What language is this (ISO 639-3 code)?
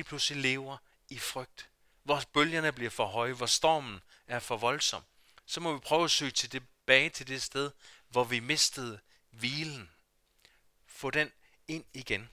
dan